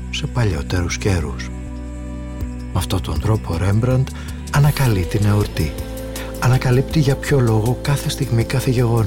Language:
Greek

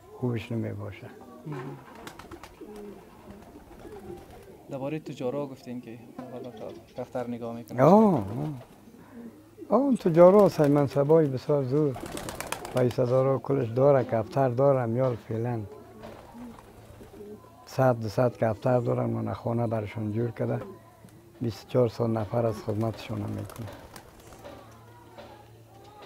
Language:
Persian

